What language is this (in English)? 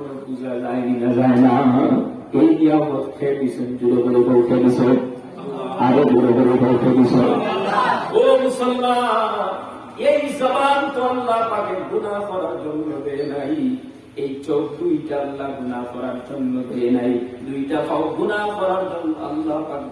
Sylheti